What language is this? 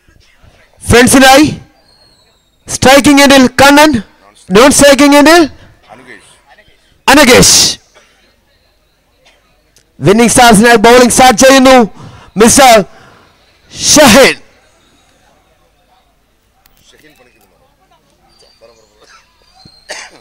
Malayalam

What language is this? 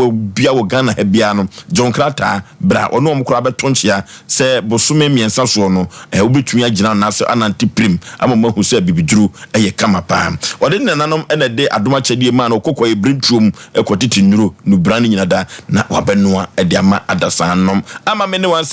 Akan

